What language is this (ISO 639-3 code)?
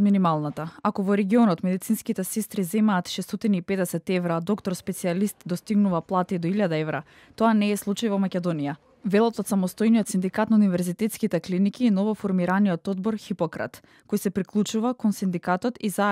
mkd